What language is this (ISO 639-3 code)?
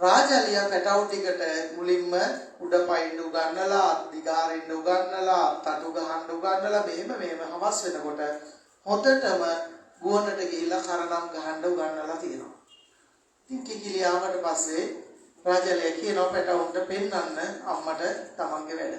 sin